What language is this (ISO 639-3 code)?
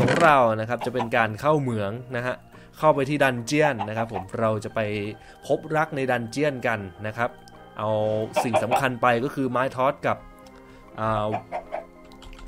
tha